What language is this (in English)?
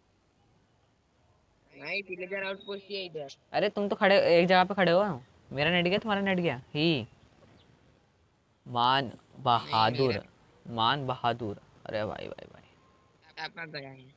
Hindi